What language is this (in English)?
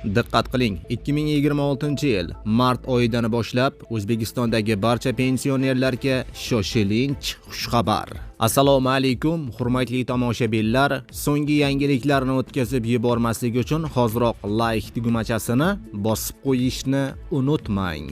Uzbek